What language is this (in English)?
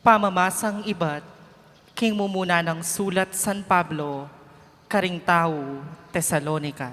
Pampanga